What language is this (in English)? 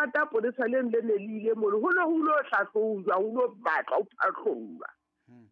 Southern Sotho